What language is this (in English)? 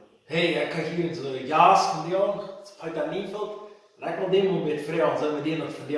Plautdietsch